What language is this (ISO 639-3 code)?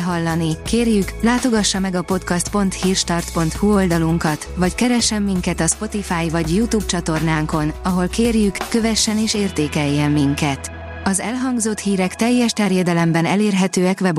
hun